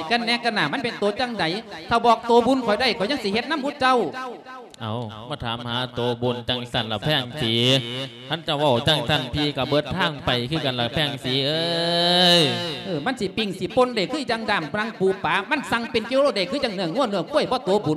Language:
Lao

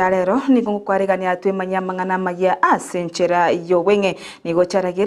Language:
Gusii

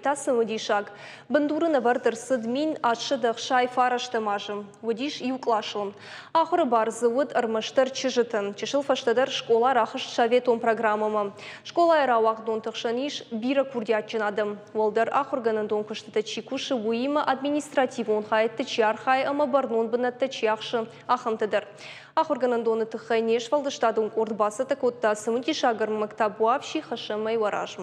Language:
Ossetic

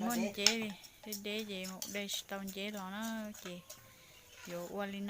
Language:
Hmong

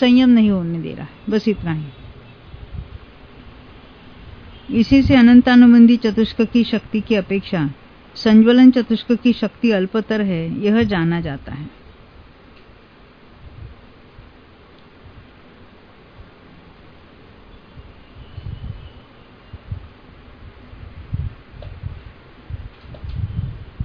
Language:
Hindi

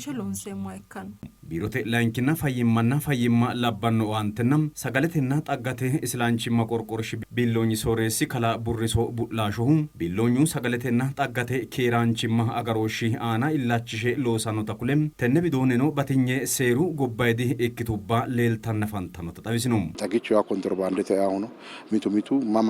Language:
Sidamo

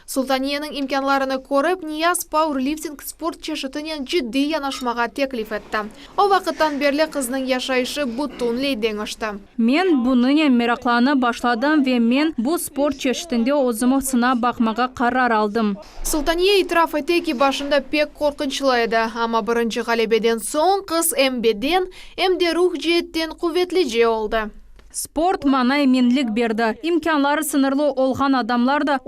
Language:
Crimean Tatar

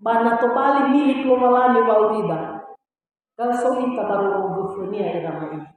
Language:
Nias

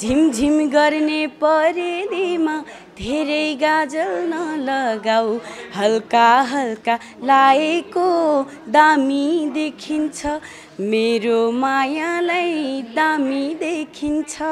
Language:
Nepali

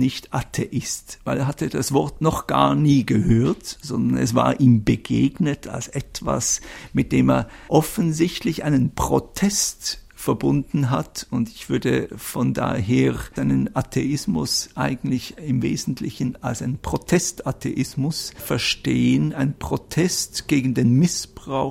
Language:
German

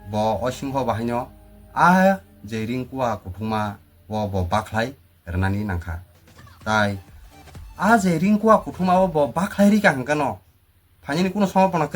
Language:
Kok Borok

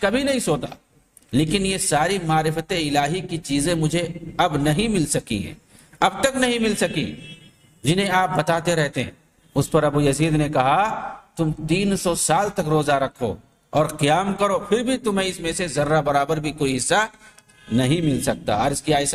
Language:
Urdu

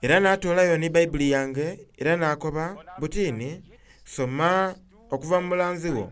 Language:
Soga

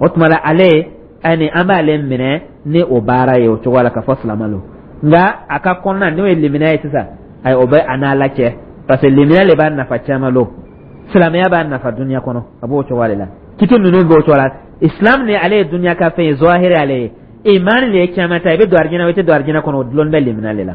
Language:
Dyula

